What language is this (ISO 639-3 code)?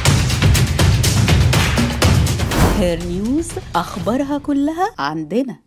ara